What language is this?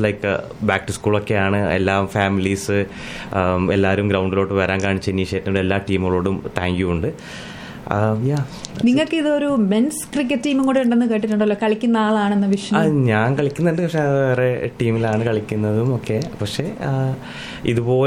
Malayalam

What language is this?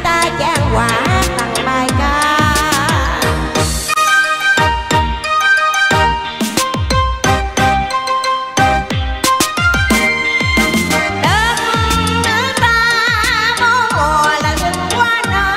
Vietnamese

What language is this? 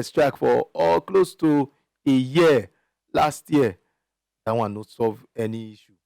Nigerian Pidgin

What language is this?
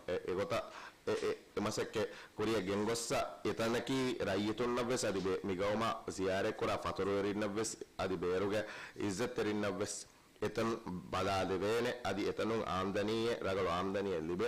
Divehi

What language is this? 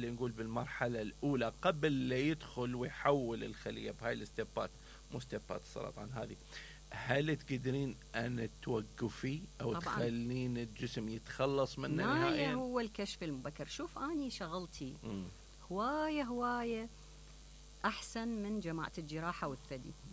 Mesopotamian Arabic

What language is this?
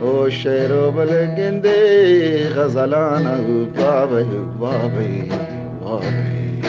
Eastern Balochi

